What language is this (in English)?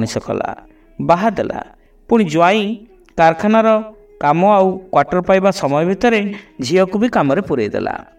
Odia